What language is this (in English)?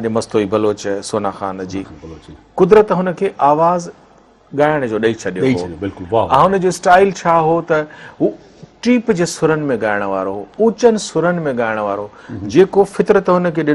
Sindhi